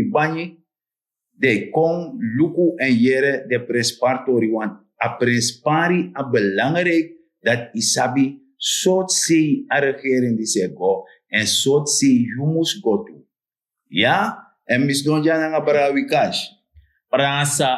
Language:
Sranan Tongo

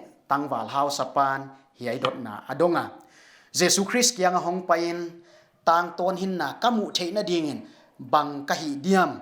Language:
Paite Chin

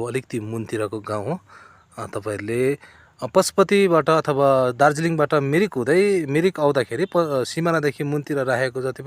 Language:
Nepali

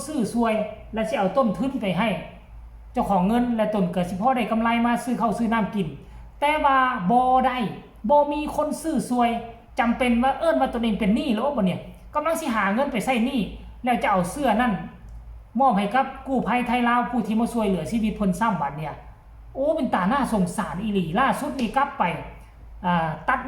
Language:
Northeastern Thai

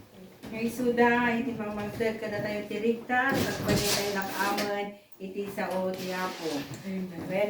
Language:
Iloko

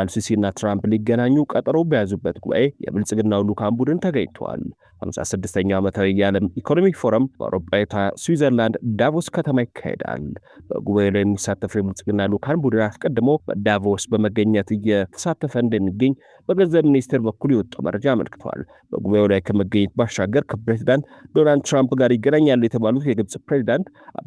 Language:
Amharic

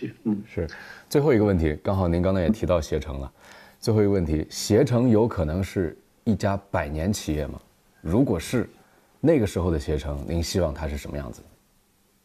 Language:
Chinese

